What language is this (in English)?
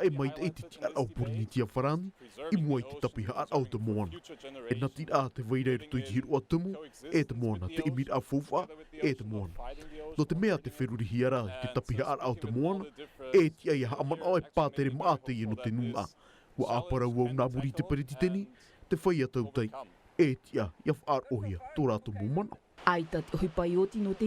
Tahitian